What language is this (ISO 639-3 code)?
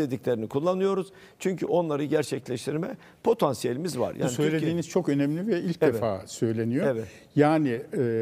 tur